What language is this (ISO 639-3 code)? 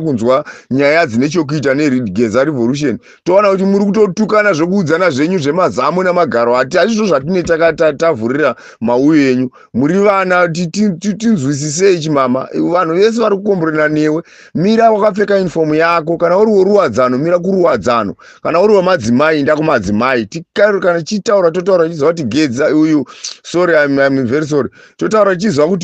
sna